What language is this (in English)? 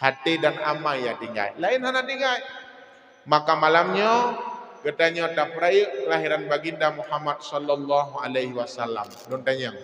Achinese